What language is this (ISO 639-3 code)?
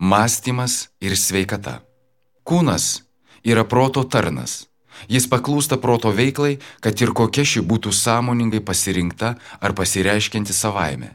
lit